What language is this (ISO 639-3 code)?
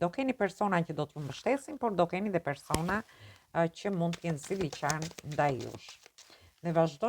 sqi